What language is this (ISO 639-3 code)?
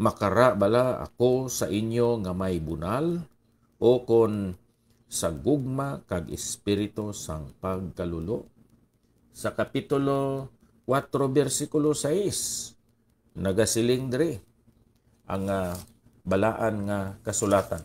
hil